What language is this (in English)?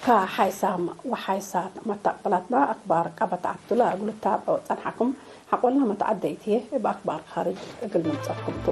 Tigre